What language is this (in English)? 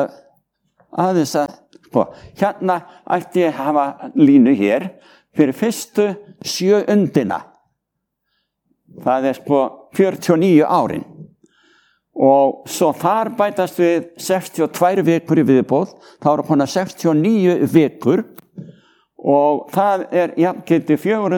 Icelandic